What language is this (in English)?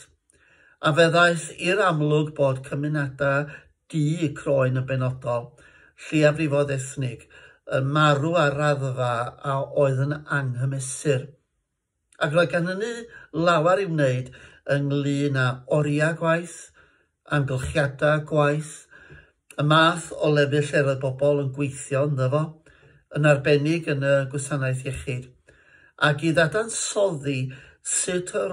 Welsh